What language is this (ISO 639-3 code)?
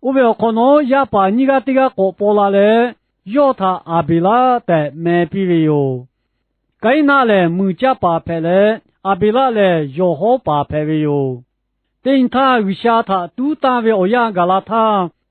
lhu